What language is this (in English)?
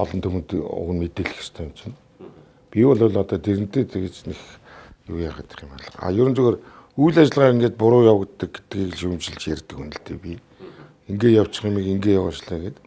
Mongolian